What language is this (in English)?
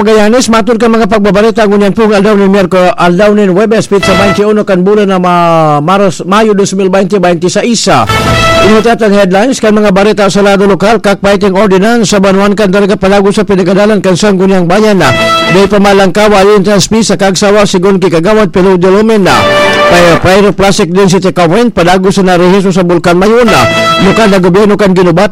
Bikol